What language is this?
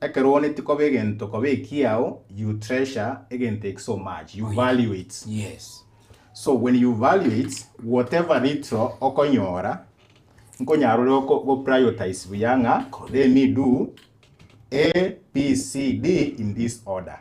Gusii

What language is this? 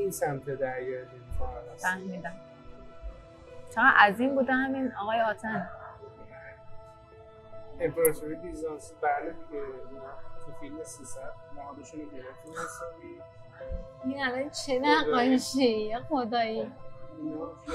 Persian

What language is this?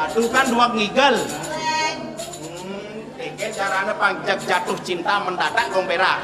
Balinese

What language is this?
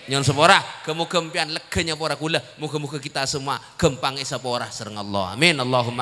Madurese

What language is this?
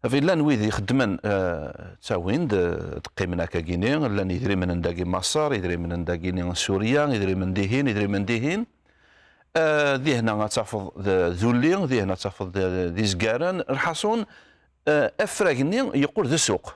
Kabyle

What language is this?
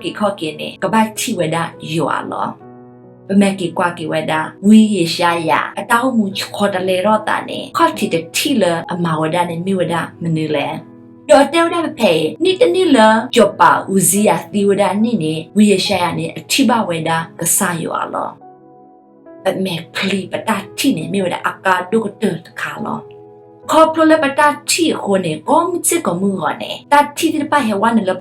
S'gaw Karen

